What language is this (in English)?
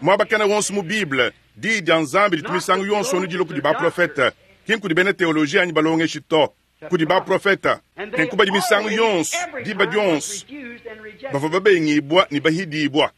Luba-Lulua